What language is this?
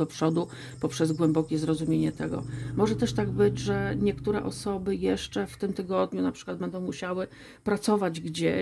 Polish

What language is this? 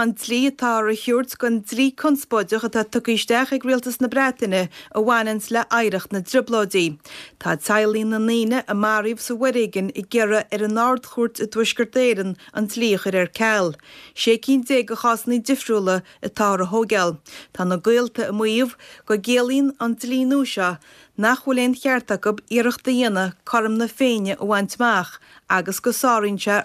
Irish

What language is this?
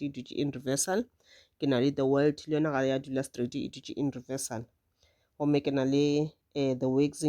Northern Sotho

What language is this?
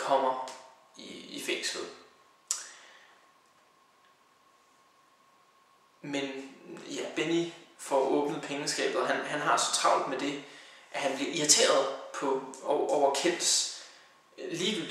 Danish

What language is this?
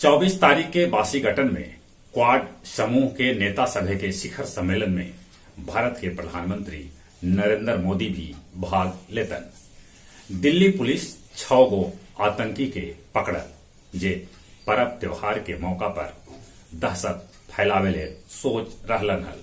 Magahi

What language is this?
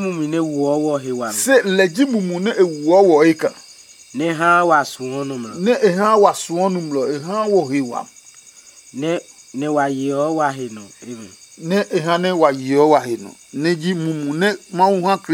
Adangme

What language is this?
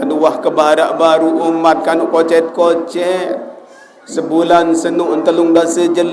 Sasak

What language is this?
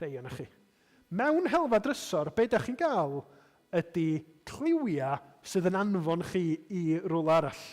Welsh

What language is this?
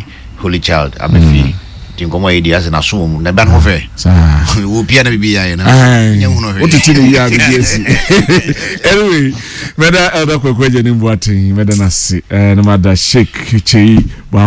Akan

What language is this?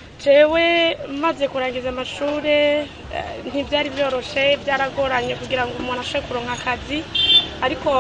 Rundi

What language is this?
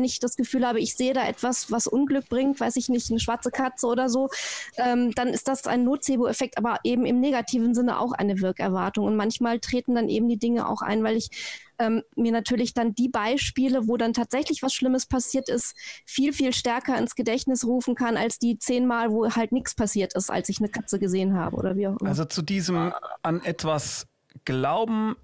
German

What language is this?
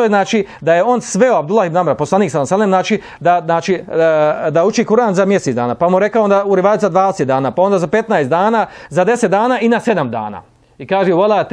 Bosnian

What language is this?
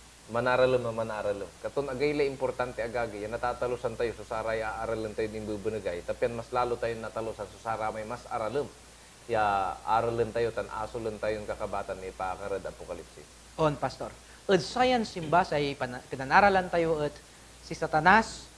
Pangasinan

